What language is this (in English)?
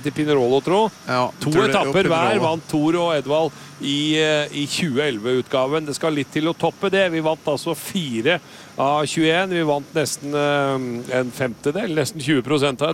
Norwegian